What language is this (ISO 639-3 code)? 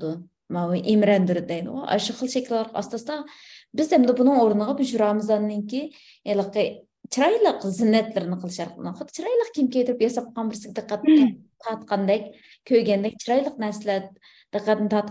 uig